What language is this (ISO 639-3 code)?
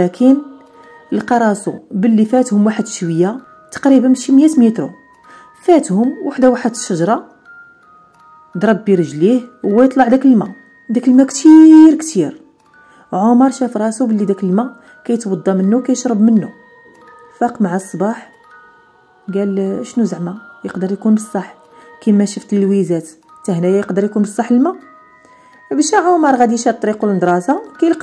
ary